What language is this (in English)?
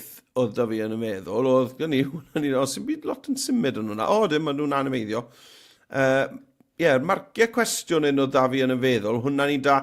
Welsh